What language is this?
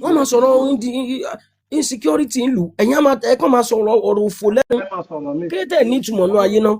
Yoruba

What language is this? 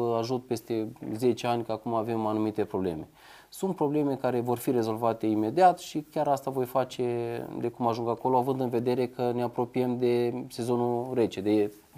Romanian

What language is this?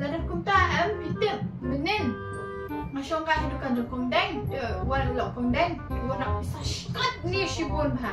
Khasi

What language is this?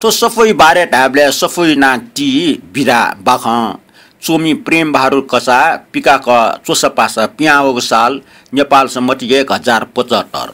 Newari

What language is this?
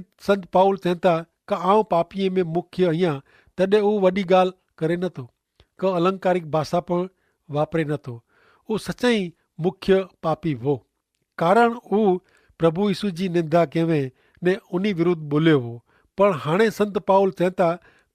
Kachhi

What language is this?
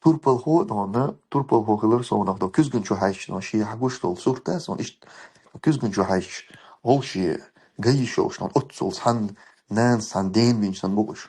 Chechen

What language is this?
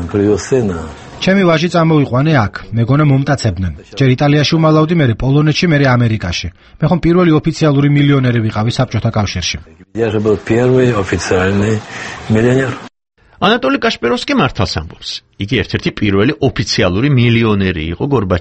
Georgian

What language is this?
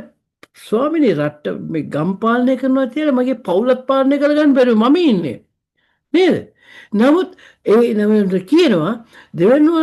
Sinhala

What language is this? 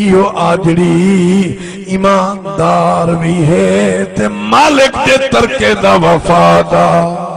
Saraiki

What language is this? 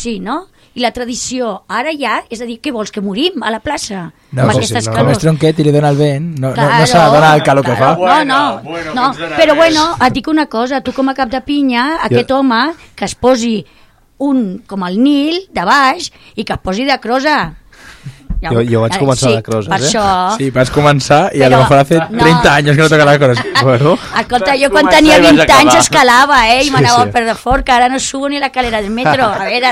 Catalan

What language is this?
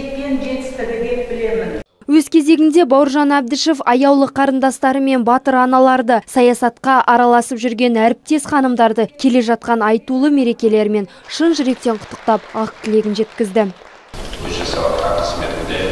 Kazakh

